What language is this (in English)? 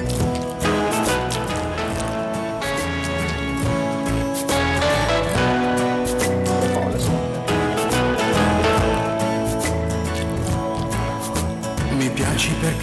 French